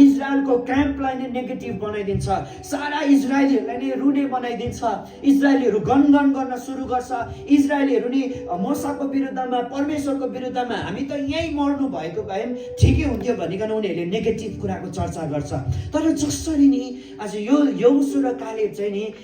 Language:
Nepali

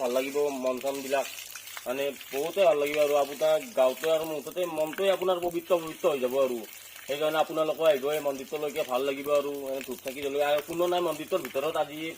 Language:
Assamese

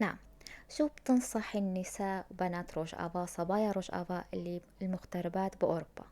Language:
North Levantine Arabic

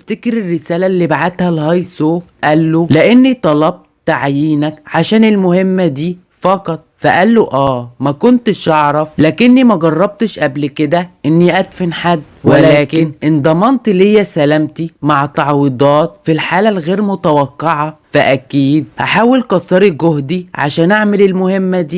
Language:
Egyptian Arabic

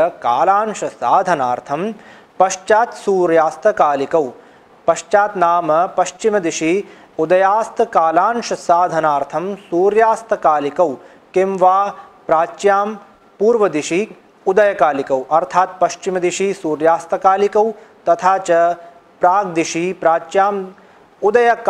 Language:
Sanskrit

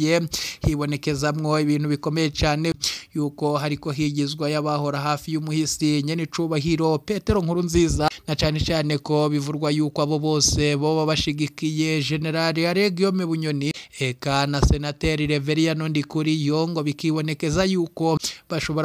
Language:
Rundi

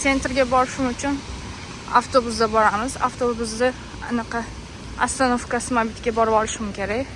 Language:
Uzbek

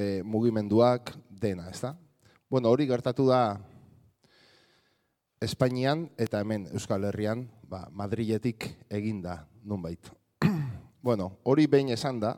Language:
Basque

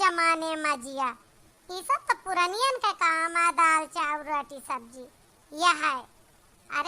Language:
Awadhi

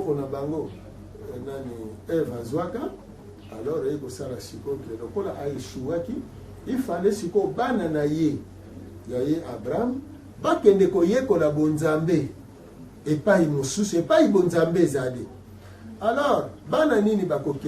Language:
Lingala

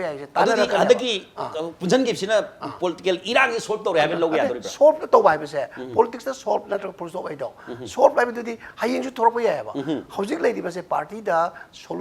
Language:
Manipuri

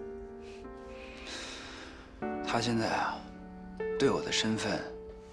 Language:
Chinese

